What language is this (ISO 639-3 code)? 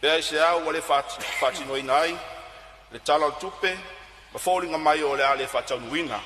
smo